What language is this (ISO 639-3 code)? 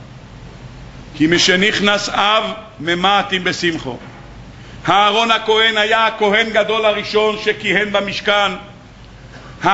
heb